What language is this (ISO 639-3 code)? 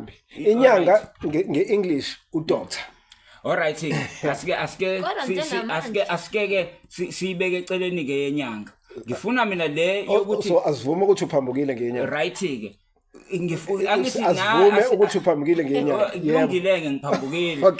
zul